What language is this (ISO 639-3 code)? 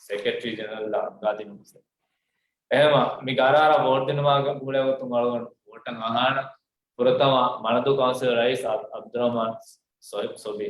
div